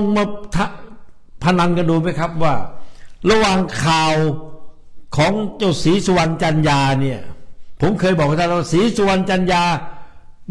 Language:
Thai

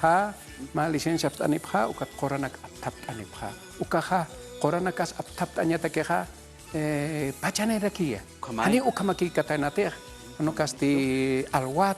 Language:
Aymara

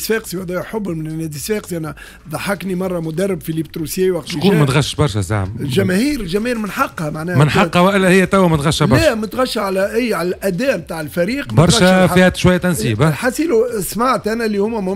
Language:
Tunisian Arabic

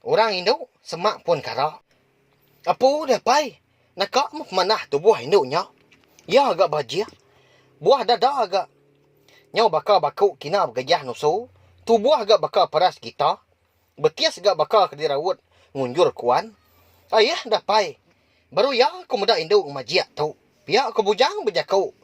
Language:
Iban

